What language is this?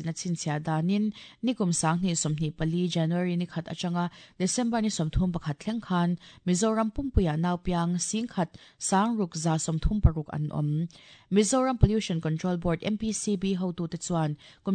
Mizo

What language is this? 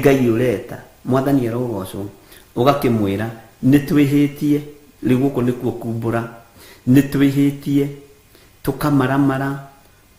Kikuyu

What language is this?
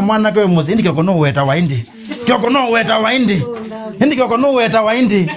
Kamba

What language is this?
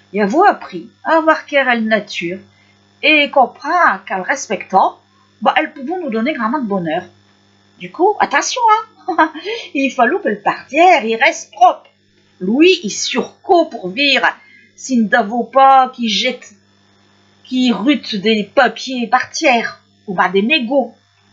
Picard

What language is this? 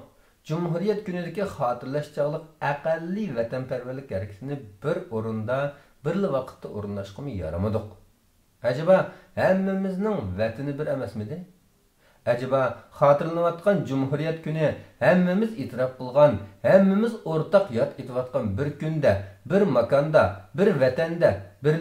Uyghur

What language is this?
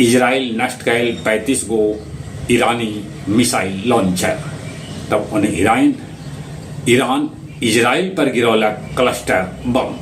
Magahi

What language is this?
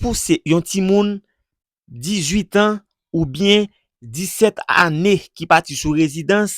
Haitian Creole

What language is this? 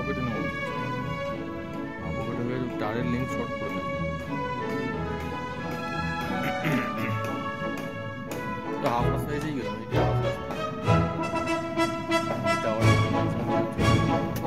Bangla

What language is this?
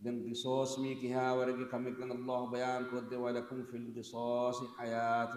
Divehi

